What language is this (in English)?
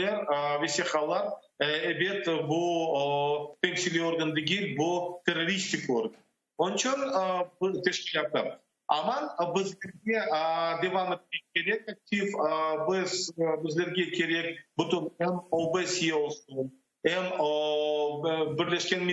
Crimean Tatar